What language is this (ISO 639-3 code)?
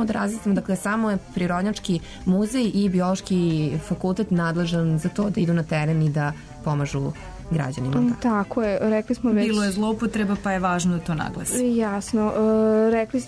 srp